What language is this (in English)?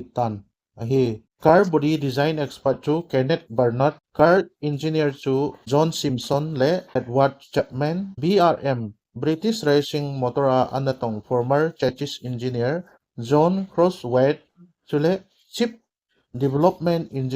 Thado Chin